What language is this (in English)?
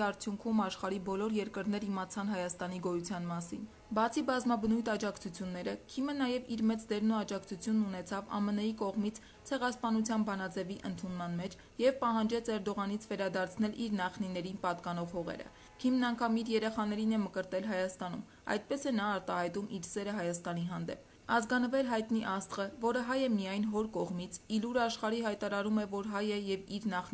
Armenian